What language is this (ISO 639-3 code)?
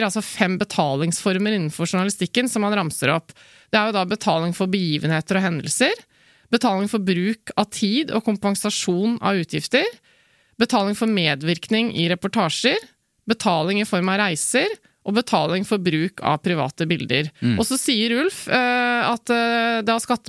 nor